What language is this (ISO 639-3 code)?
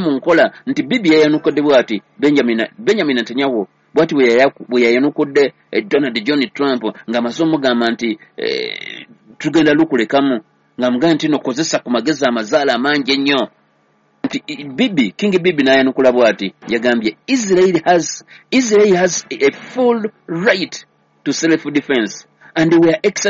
lug